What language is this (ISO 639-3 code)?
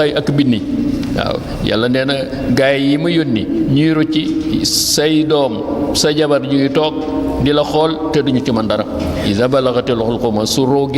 wol